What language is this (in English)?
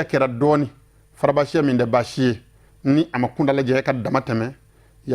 Bambara